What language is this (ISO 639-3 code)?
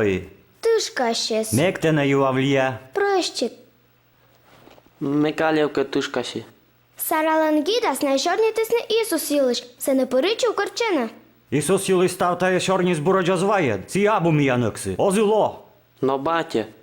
kom